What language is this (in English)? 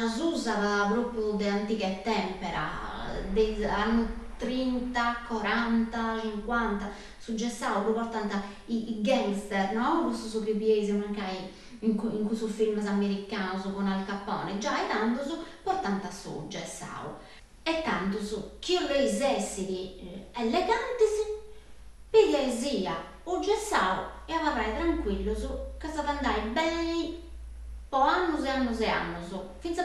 Sardinian